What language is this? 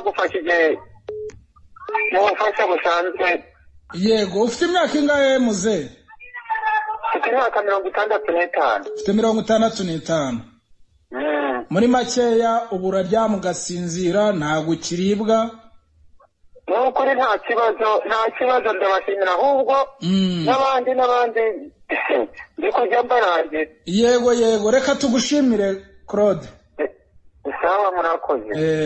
Kinyarwanda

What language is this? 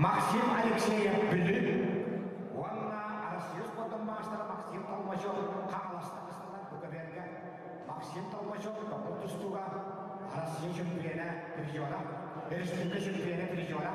Yakut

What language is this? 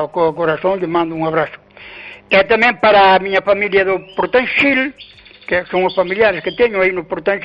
Galician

